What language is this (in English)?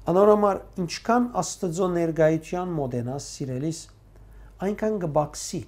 Western Armenian